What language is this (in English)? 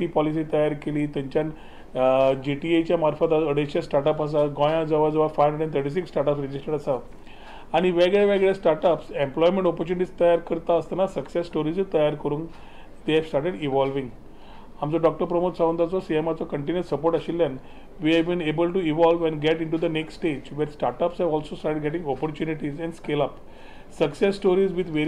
Konkani